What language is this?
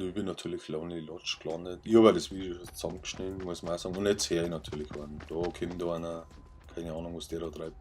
Bavarian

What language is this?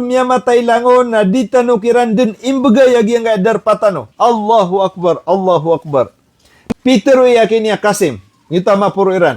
Maranao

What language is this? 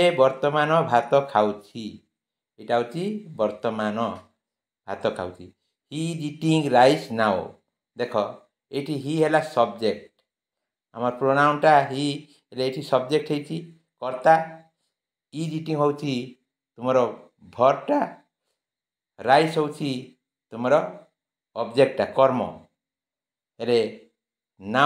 Odia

